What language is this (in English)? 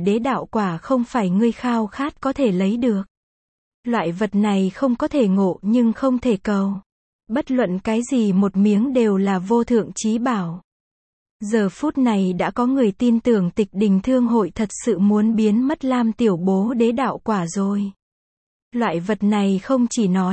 Vietnamese